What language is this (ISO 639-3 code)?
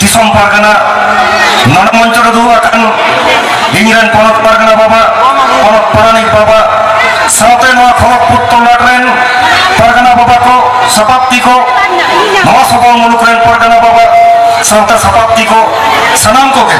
sat